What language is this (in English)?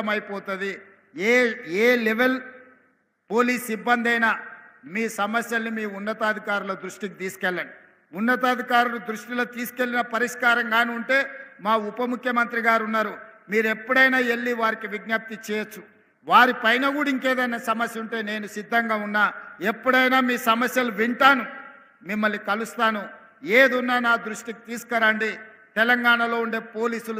Telugu